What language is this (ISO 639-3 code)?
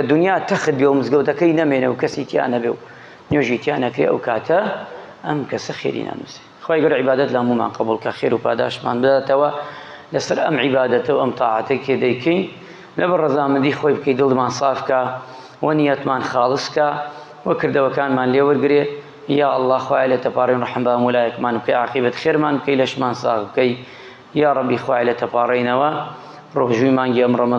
ckb